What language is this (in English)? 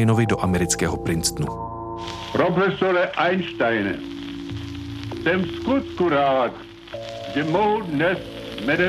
Czech